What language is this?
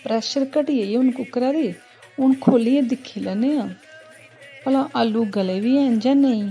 Dogri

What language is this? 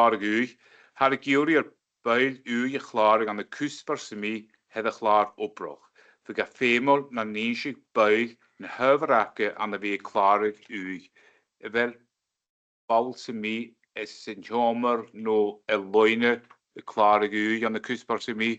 Scottish Gaelic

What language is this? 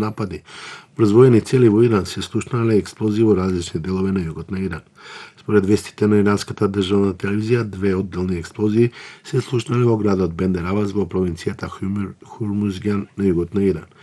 Macedonian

